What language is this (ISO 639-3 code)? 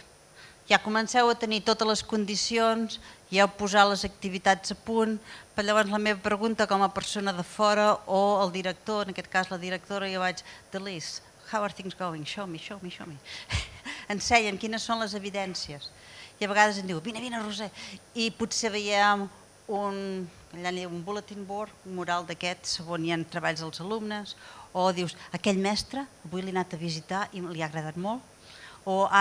cat